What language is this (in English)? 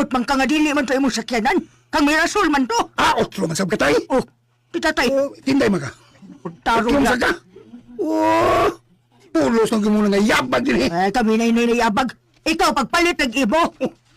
Cebuano